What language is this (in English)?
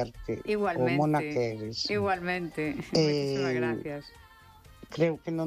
Galician